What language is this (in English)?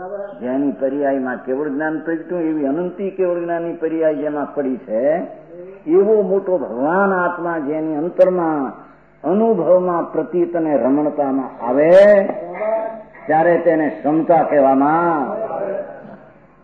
Gujarati